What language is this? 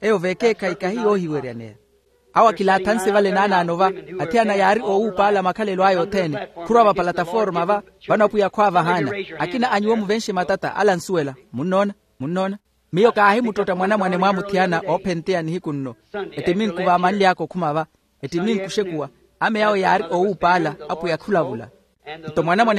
Makhuwa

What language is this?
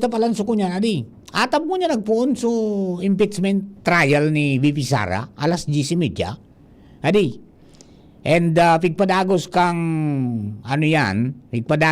Bikol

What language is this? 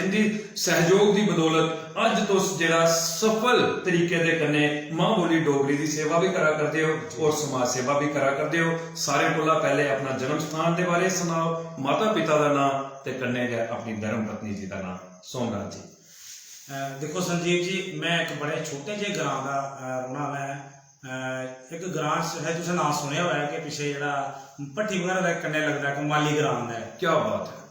Dogri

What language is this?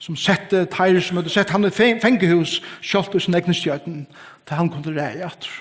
Faroese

